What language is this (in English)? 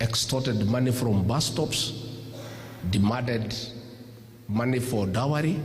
Gusii